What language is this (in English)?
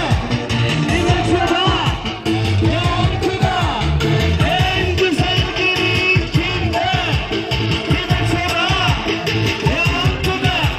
Turkish